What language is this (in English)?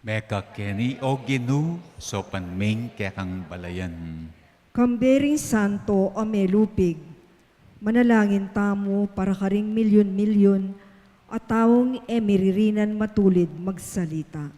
Pampanga